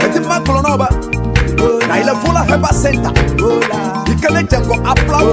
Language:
Ewe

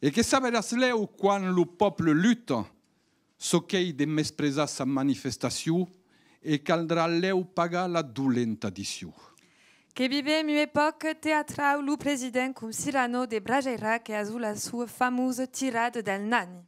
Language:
Occitan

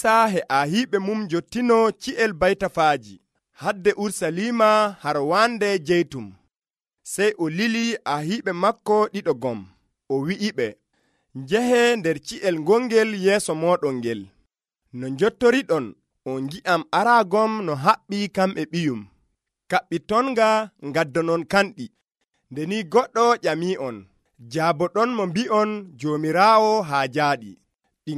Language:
Nigerian Fulfulde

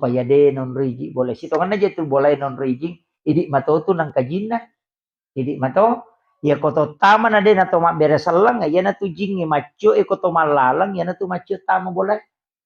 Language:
Buginese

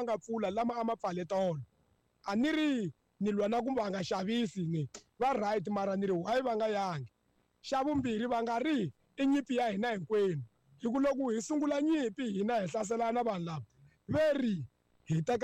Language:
Tsonga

